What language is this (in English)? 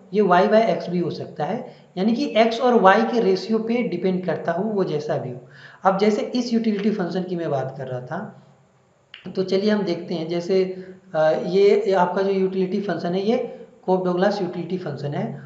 Hindi